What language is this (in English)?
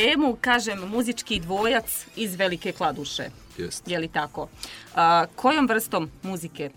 Bosnian